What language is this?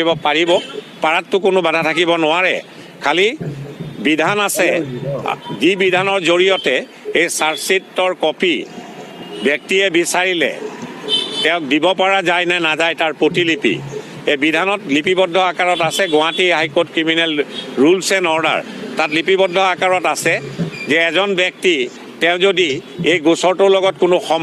Assamese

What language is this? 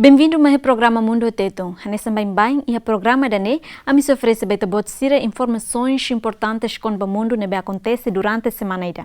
Tetum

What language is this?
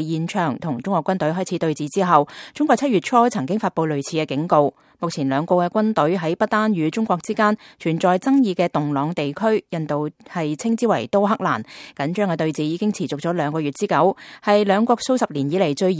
Cantonese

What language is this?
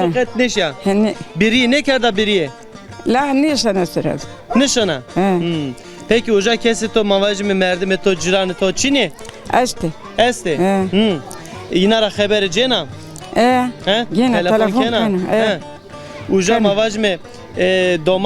Zaza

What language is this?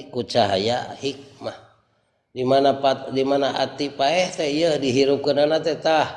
Sundanese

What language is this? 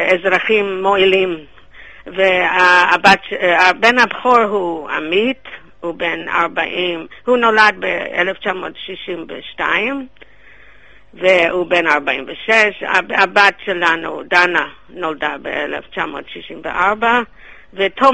Hebrew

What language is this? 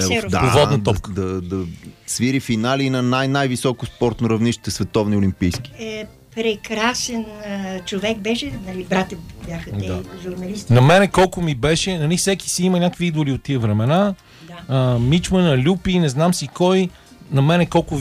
Bulgarian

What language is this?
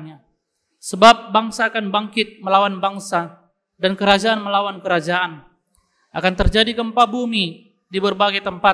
Indonesian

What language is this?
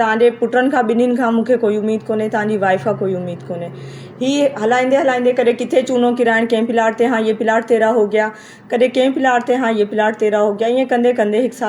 Sindhi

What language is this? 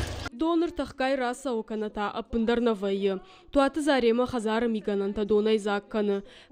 Ossetic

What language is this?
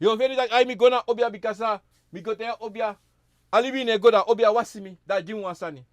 Sranan Tongo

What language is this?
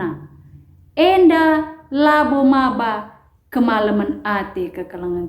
Batak Karo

